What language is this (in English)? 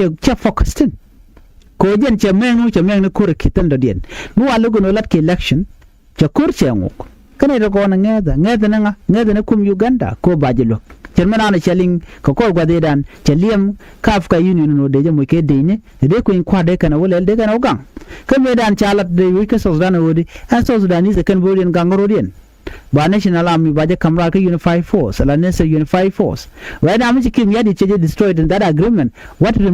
Nuer